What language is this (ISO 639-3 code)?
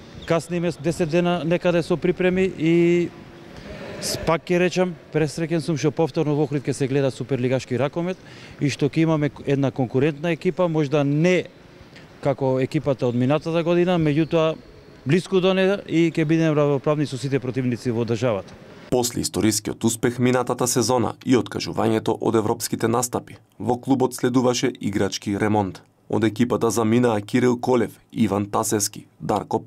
mkd